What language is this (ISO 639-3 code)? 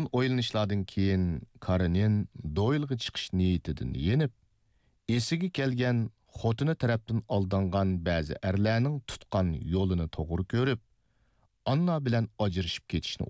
uig